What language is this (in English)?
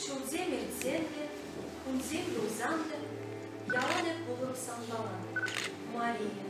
Chuvash